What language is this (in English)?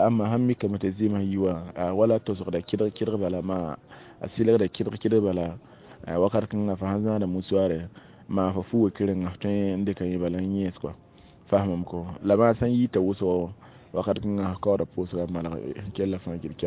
Mossi